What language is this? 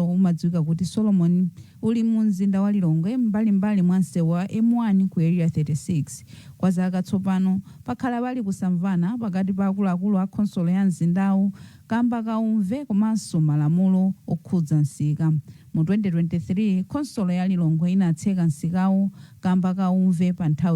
Nyanja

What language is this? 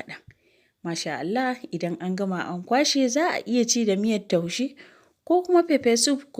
Hausa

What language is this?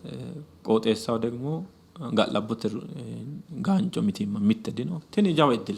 Sidamo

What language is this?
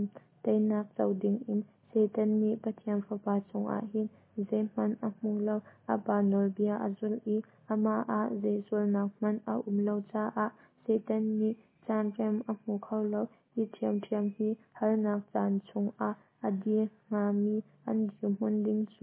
Hakha Chin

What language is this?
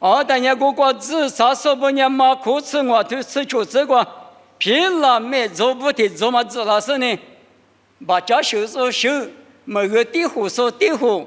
Lisu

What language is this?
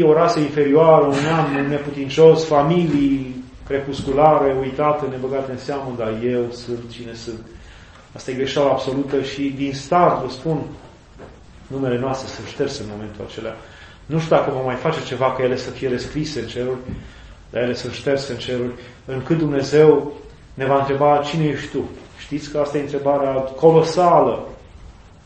Romanian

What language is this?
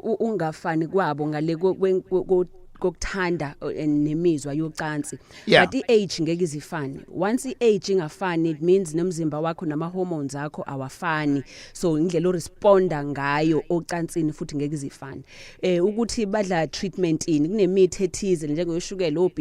Zulu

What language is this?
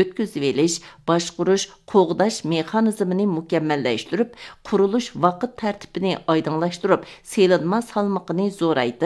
Uyghur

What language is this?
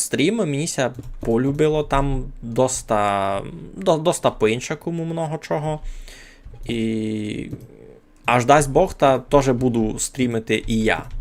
Rusyn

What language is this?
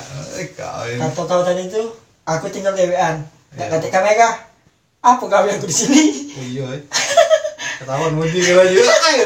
Musi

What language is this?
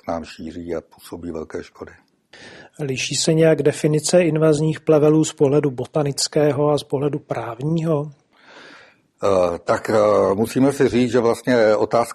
Czech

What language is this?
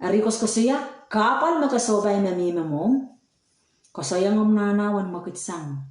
Pohnpeian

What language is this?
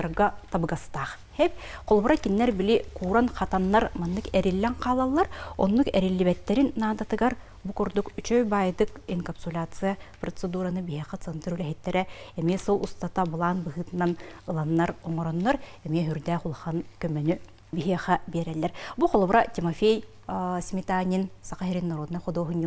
Yakut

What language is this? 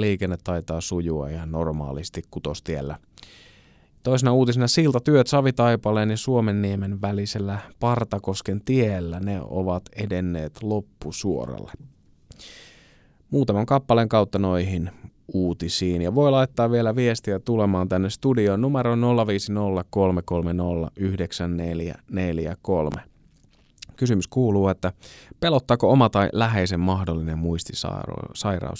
Finnish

